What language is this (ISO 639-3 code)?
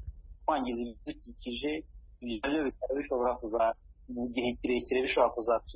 kin